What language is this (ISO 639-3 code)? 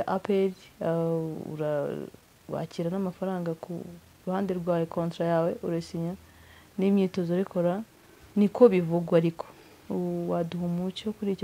kin